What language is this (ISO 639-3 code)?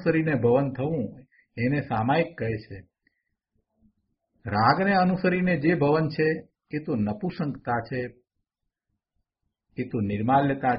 guj